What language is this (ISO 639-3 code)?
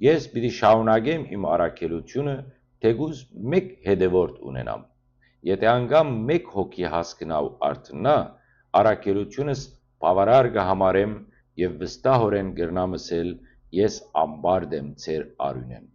hyw